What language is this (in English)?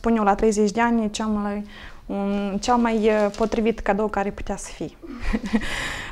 Romanian